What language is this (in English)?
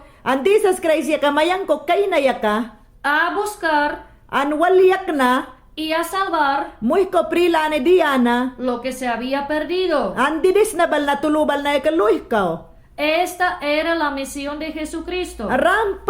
Mayangna